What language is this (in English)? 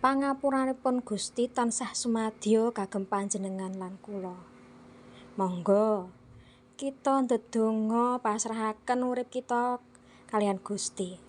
Javanese